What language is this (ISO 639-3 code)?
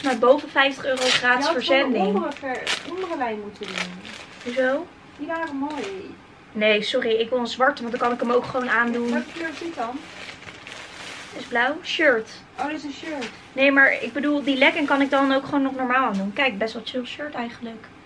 nld